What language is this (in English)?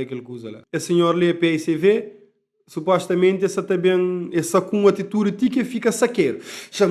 Kabuverdianu